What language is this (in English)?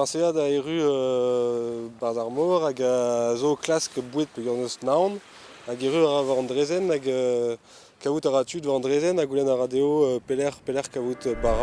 Breton